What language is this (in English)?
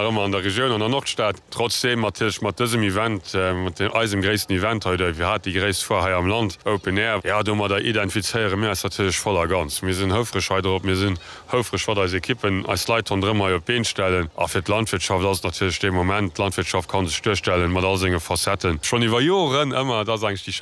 Luxembourgish